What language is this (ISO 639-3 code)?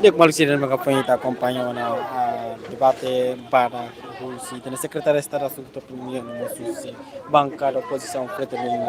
tet